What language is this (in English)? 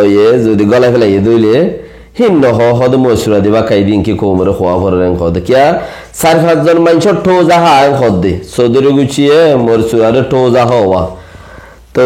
Rohingya